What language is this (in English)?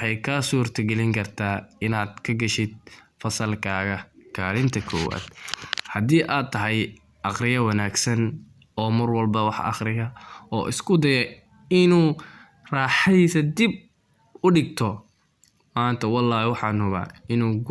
Somali